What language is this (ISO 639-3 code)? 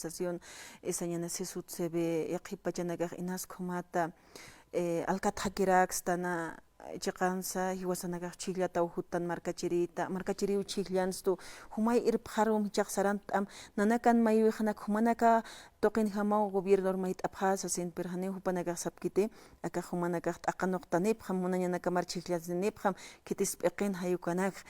aym